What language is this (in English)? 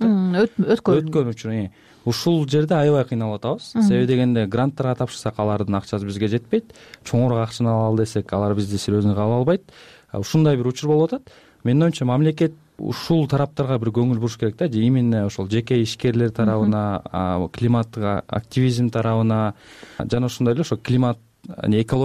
Kyrgyz